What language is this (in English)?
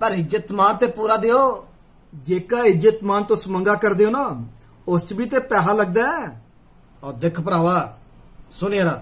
Dogri